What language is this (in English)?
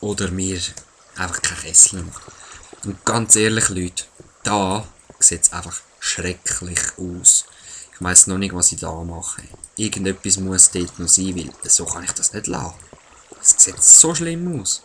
Swiss German